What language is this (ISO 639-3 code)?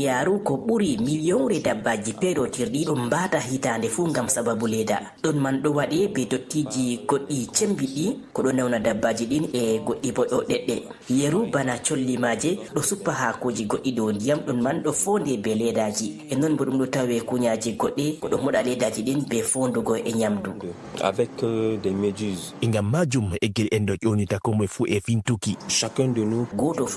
fuv